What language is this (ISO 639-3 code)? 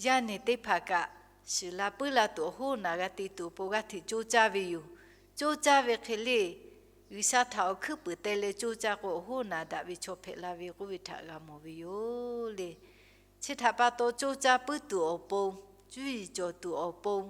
lhu